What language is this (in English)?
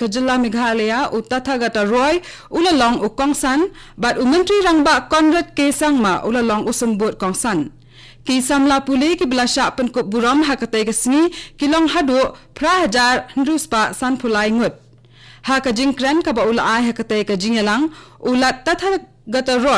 Khasi